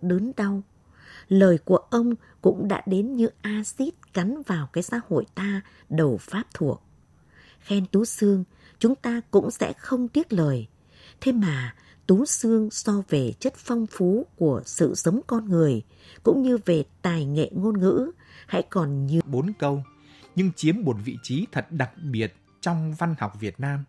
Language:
Vietnamese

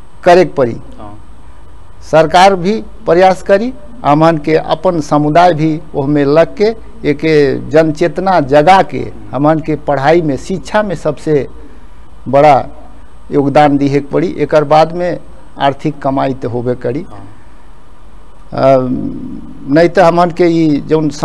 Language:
Bhojpuri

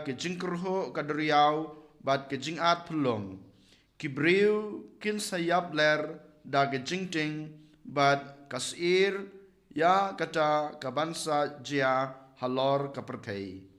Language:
Khasi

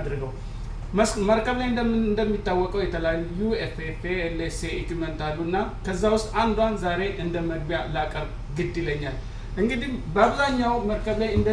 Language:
Amharic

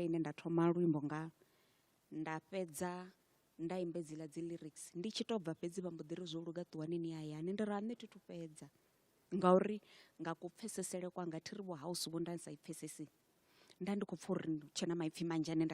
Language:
Venda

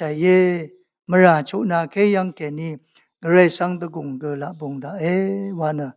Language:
Rawang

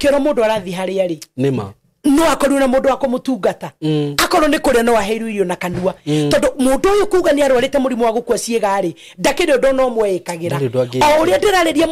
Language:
Kikuyu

